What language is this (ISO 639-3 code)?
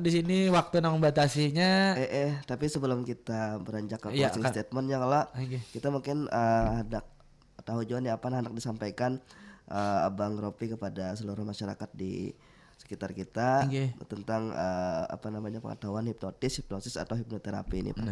bjn